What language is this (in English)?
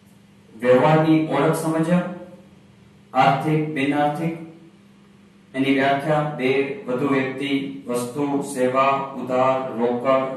Gujarati